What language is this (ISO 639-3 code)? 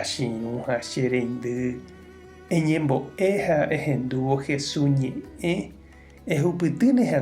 grn